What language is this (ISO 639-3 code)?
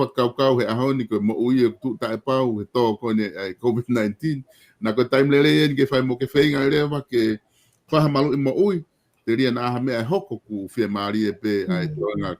ton